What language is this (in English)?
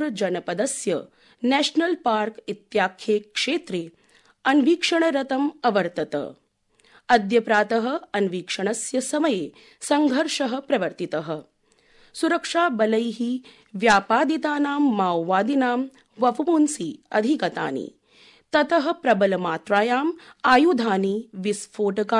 Sanskrit